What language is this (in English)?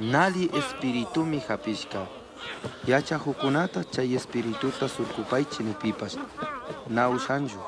Chimborazo Highland Quichua